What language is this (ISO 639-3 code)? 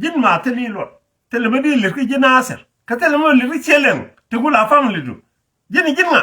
nus